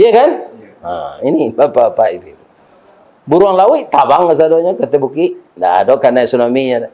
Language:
Minangkabau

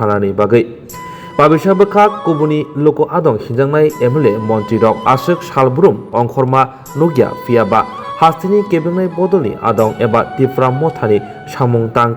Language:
Kok Borok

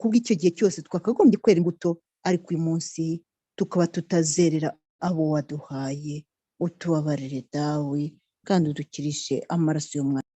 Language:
Kinyarwanda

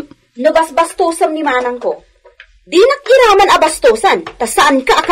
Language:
Iloko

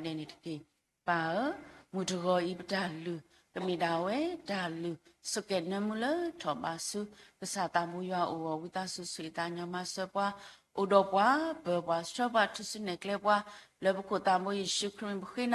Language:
S'gaw Karen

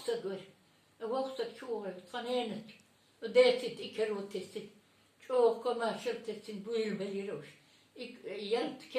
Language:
Chechen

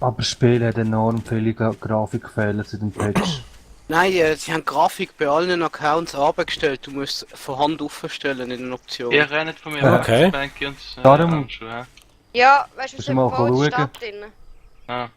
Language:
Swiss German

